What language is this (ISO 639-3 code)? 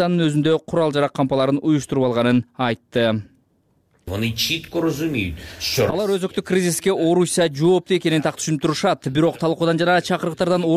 kir